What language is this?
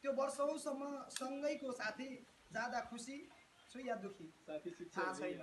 Nepali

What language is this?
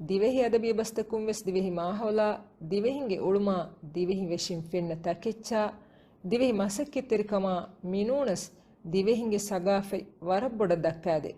Divehi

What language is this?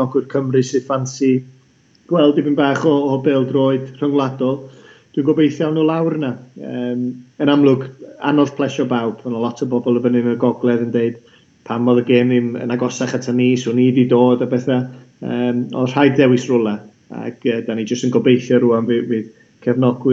Welsh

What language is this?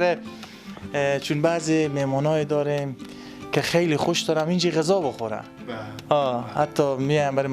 Persian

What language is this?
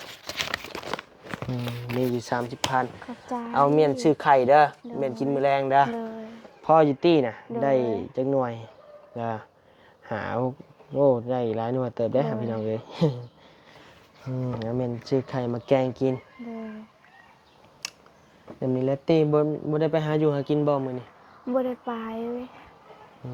Lao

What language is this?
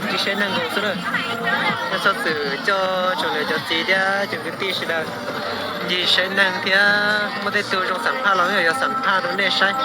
Hmong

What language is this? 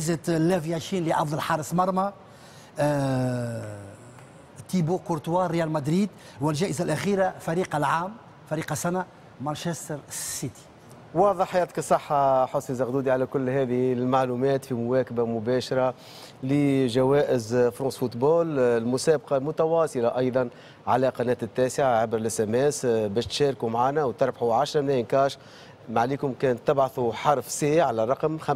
Tunisian Arabic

